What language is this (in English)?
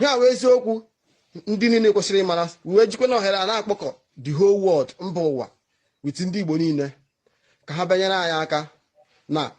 Igbo